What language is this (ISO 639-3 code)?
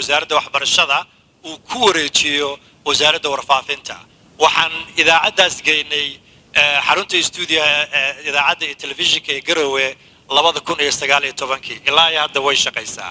som